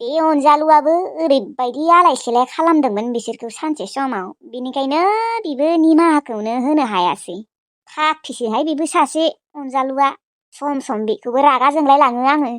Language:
Bodo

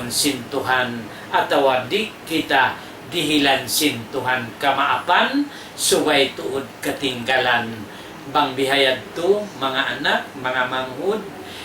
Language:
Tausug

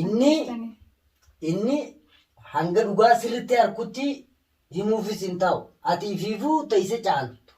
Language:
Oromo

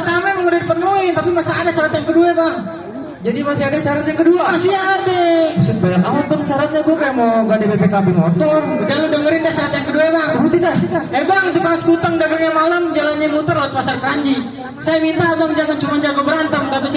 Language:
Betawi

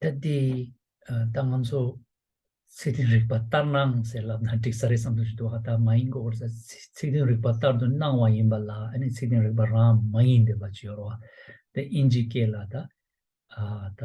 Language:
Tibetan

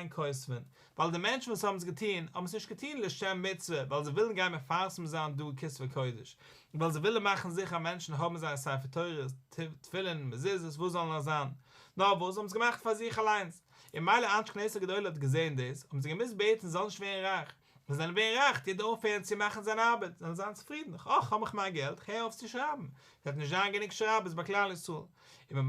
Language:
Yiddish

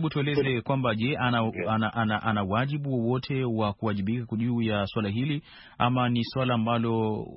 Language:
Swahili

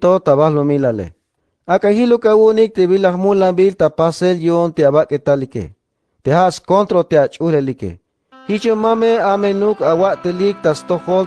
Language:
Tzeltal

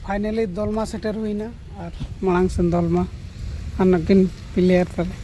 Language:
Santali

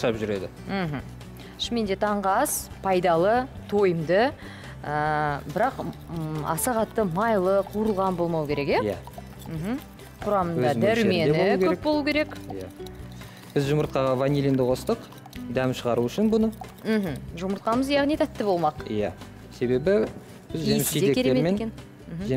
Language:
Kazakh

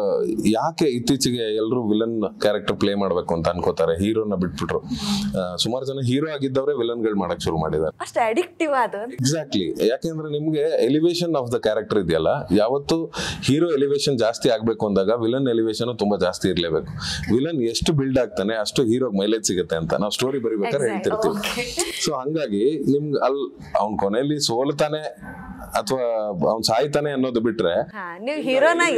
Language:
Kannada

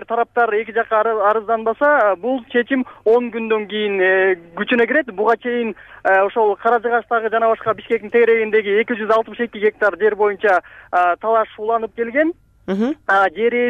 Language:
Kyrgyz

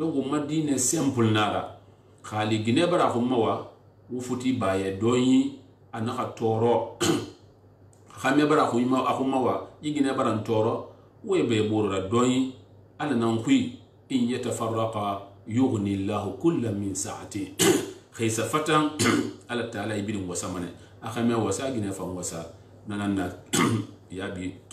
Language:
Susu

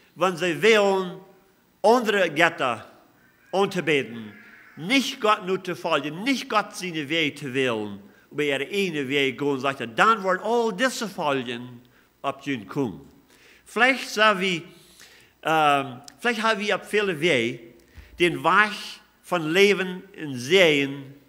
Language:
Plautdietsch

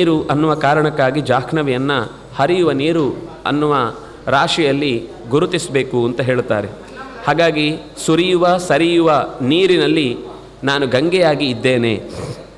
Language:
Kannada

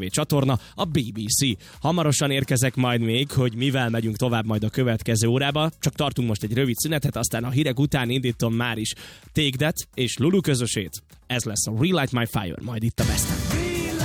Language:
Hungarian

